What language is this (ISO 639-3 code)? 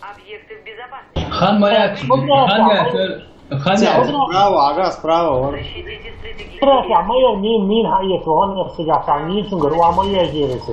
che